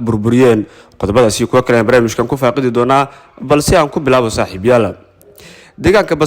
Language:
Somali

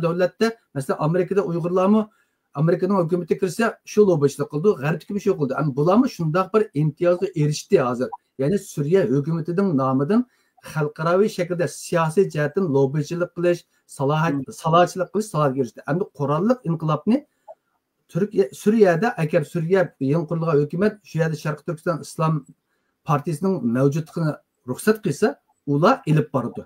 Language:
Uyghur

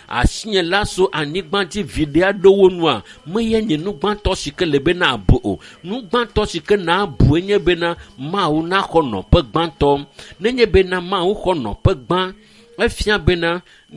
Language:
Ewe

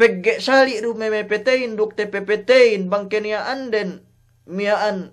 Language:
Yakan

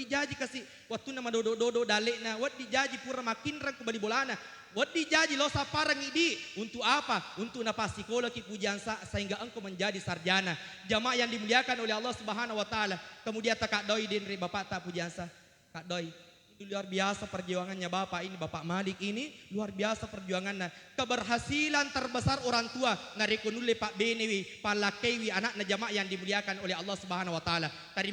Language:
Buginese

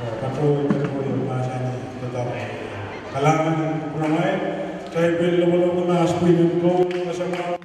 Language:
Pohnpeian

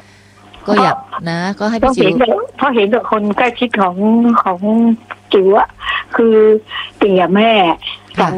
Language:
Thai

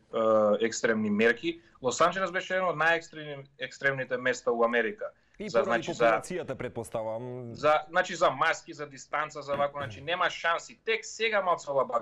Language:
Macedonian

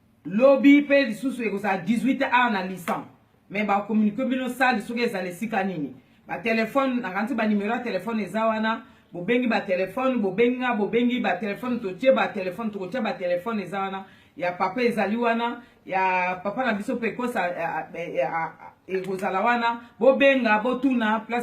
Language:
Lingala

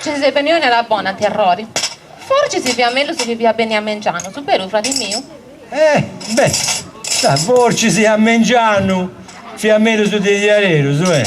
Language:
Sardinian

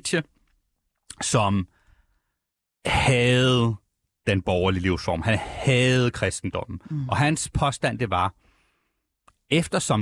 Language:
Danish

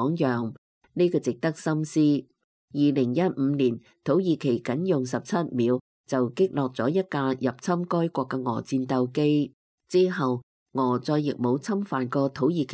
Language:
Cantonese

